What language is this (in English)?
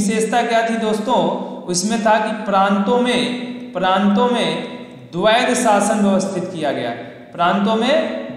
Hindi